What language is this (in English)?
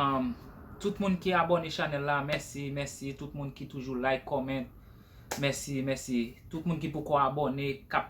Haitian Creole